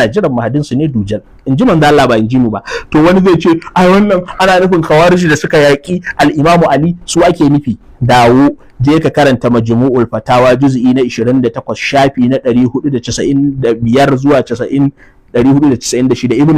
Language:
Hausa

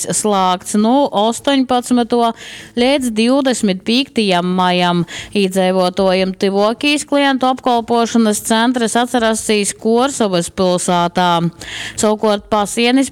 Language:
Latgalian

